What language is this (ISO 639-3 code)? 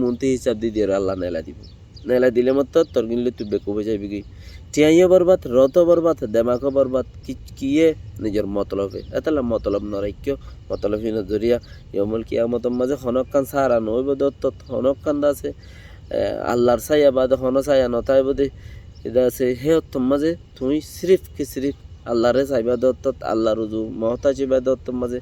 rhg